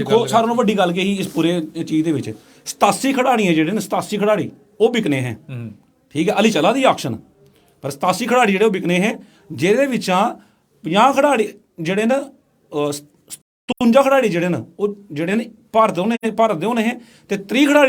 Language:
Dogri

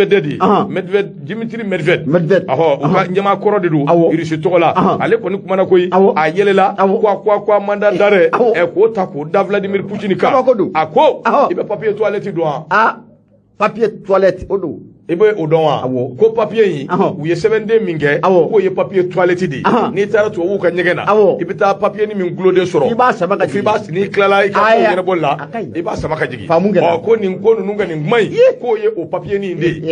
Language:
Bambara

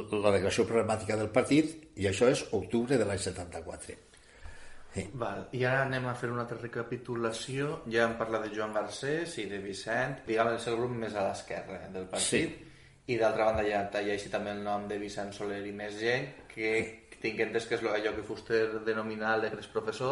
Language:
Catalan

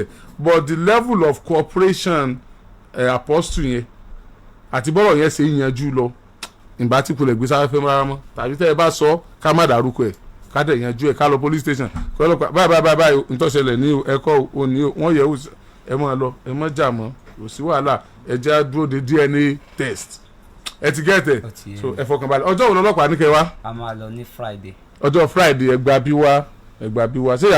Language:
Yoruba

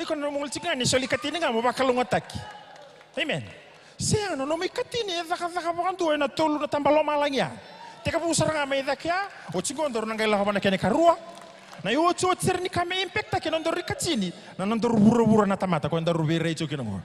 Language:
Fijian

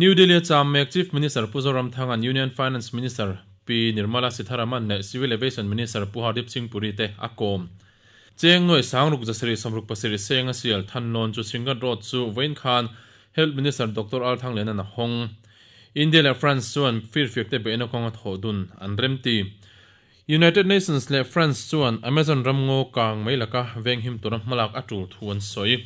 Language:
Mizo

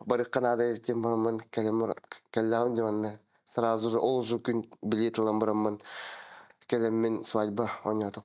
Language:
Yakut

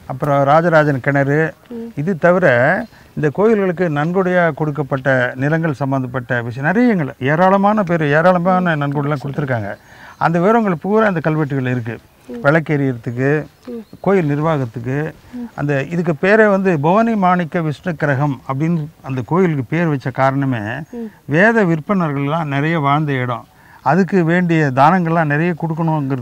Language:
Tamil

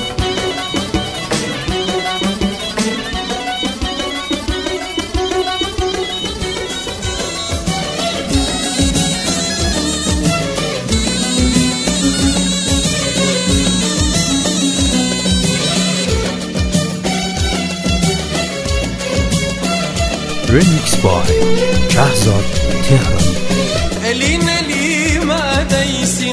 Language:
Turkish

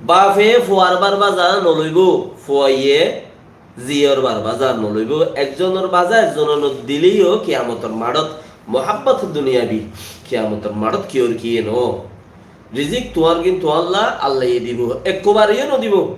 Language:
Rohingya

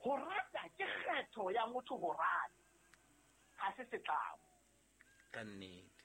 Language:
Southern Sotho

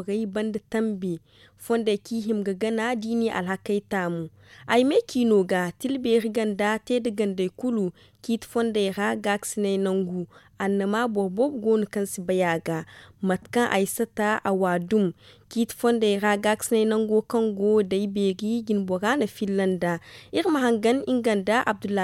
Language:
Zarma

